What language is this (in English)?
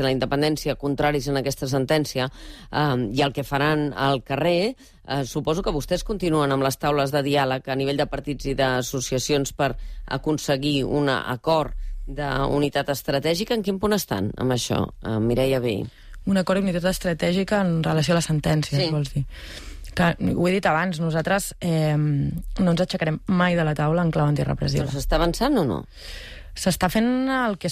Catalan